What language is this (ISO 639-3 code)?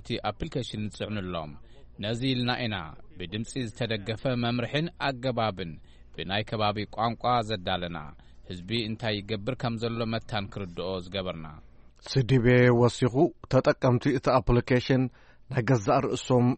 tir